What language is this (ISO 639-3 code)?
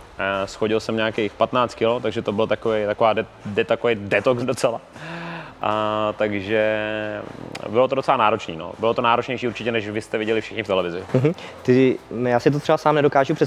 ces